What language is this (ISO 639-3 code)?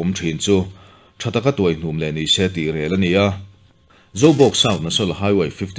lus